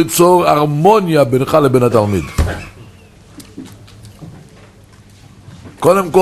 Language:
Hebrew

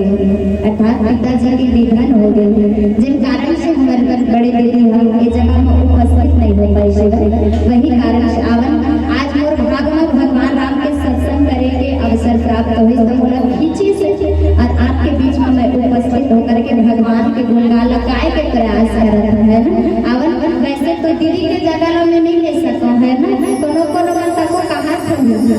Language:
Chhattisgarhi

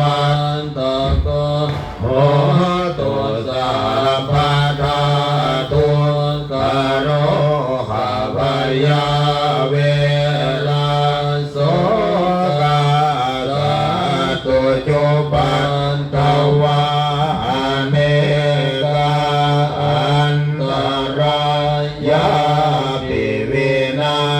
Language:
Pali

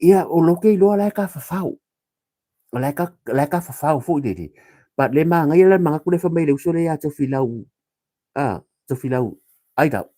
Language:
Samoan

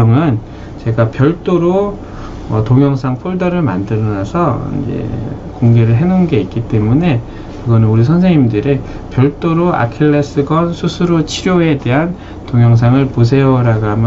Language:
Korean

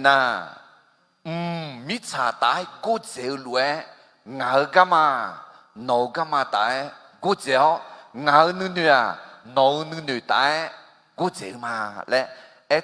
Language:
Akha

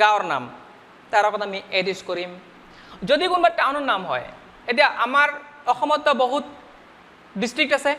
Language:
Assamese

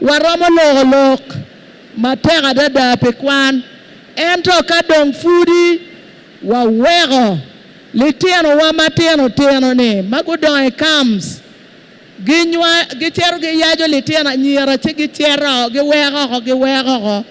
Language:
Acoli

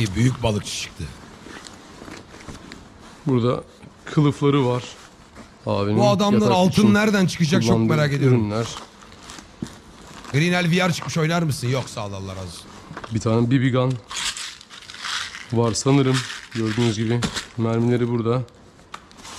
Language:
Turkish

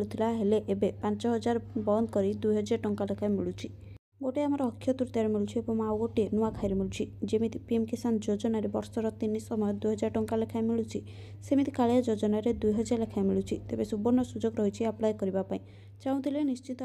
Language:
Odia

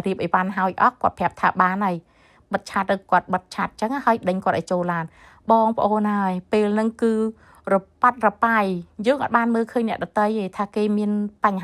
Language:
Khmer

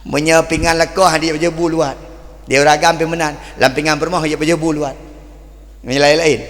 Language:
Achinese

